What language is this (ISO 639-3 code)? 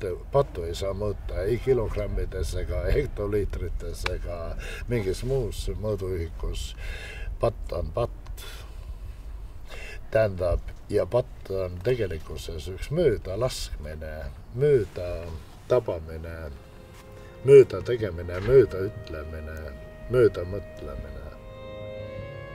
est